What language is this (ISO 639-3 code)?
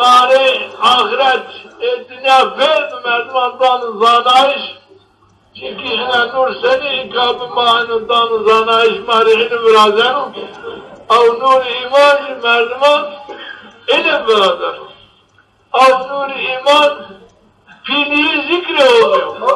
zza